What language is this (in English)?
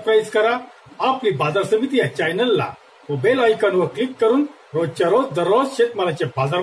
Marathi